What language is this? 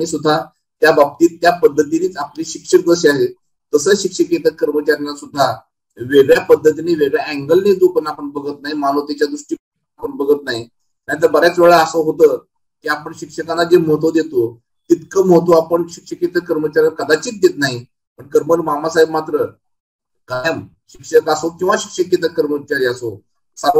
Marathi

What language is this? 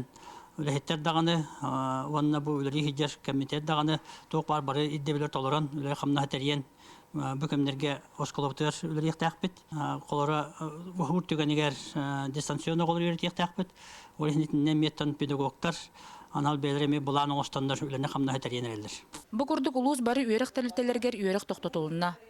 Yakut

